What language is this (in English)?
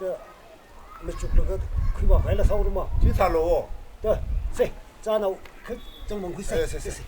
Tangkhul Naga (India)